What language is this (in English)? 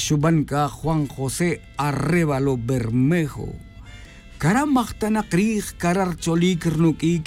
Tz'utujil